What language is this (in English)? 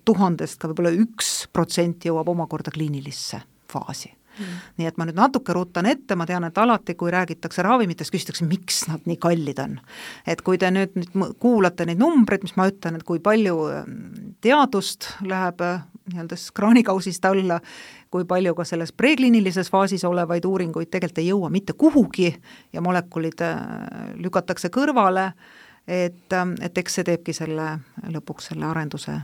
Estonian